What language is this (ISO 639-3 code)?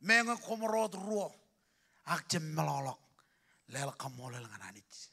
mah